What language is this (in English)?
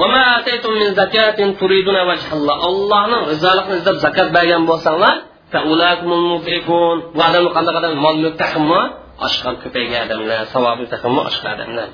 Uyghur